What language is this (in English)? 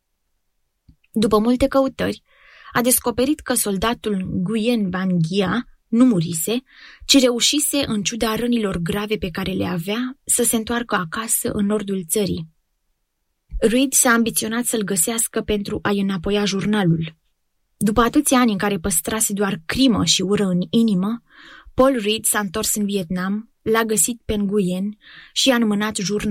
Romanian